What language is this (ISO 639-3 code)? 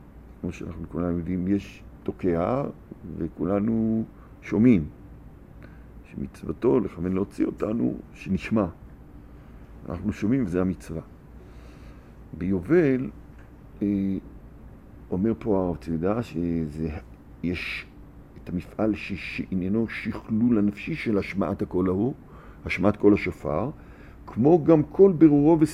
heb